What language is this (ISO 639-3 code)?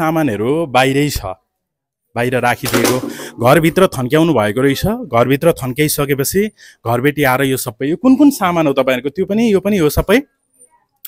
nep